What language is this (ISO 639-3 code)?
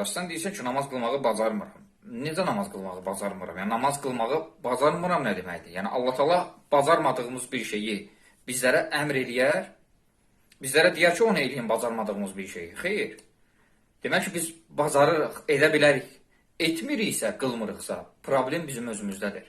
aze